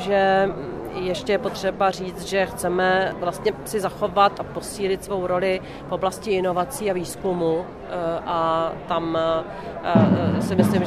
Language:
Czech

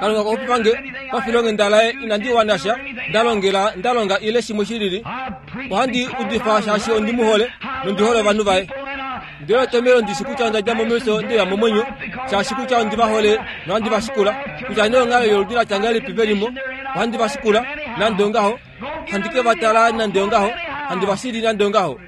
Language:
Kuanyama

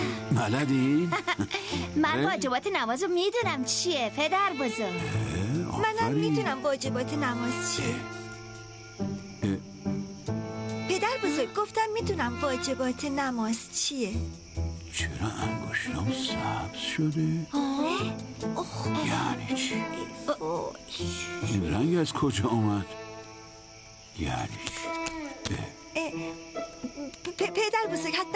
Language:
Persian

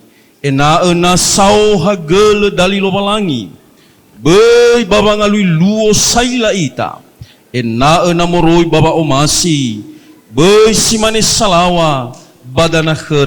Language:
Nias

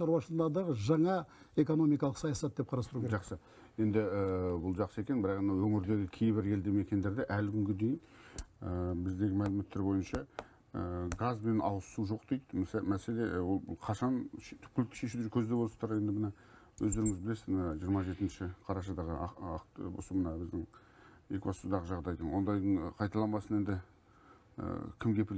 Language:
Kazakh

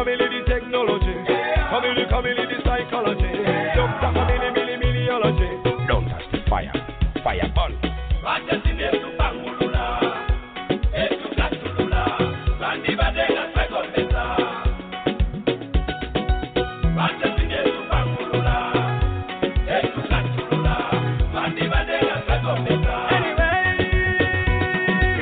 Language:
Kinyarwanda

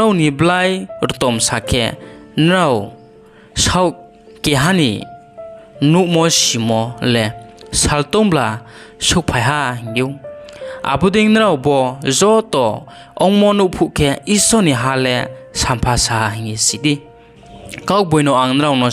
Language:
Riang (India)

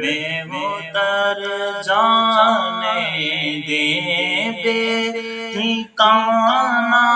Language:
Saraiki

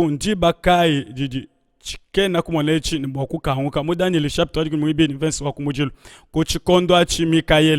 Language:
Luba-Lulua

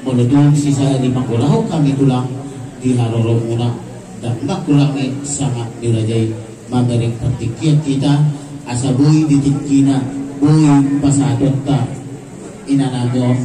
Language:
Batak Toba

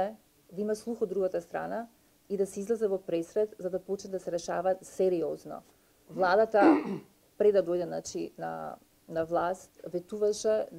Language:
Macedonian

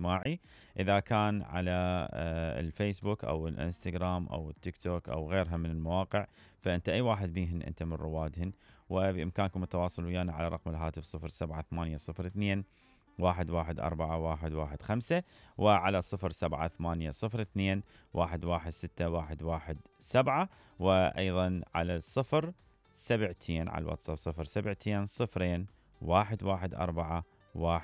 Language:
Mesopotamian Arabic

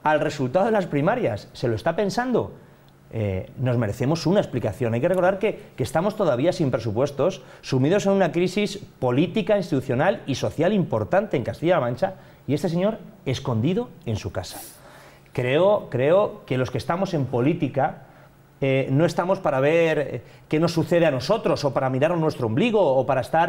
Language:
Spanish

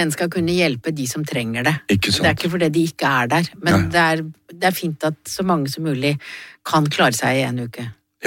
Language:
Norwegian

